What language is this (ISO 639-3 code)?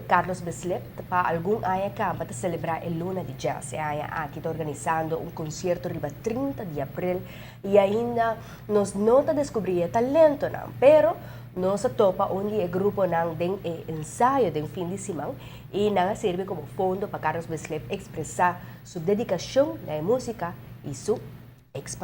pap